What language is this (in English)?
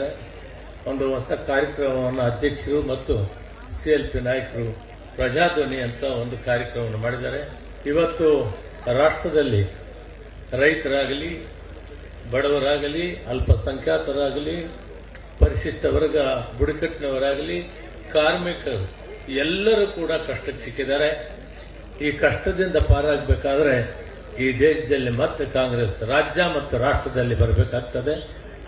Kannada